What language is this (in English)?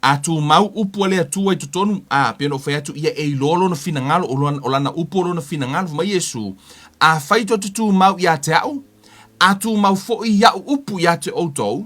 Samoan